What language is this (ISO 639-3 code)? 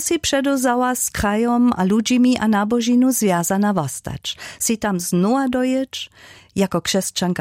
hsb